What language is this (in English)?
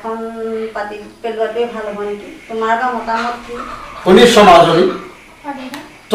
Assamese